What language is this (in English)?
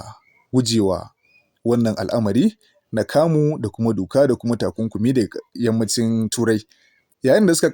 Hausa